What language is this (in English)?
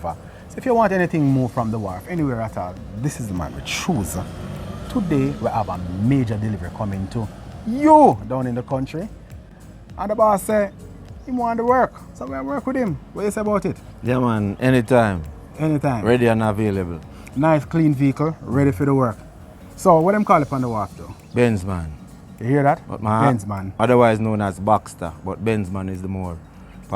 Jamaican Creole English